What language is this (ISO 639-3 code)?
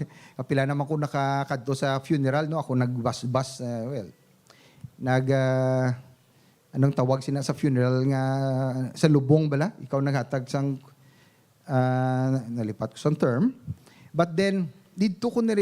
hil